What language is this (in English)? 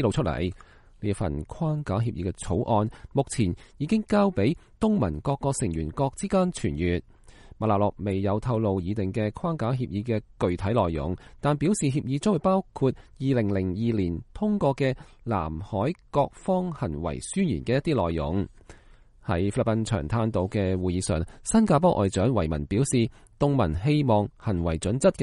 Cantonese